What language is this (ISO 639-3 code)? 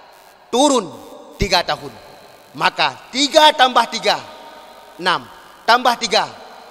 ace